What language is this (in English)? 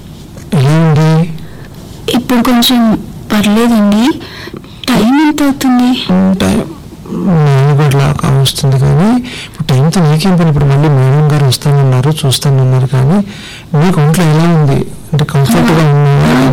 Telugu